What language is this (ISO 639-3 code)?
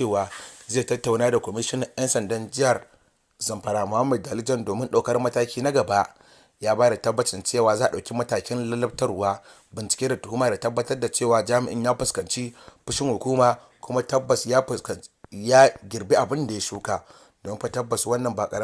hau